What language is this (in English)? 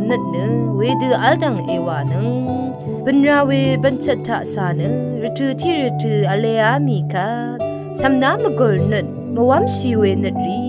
Rawang